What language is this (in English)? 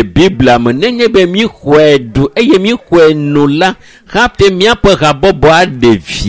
Ewe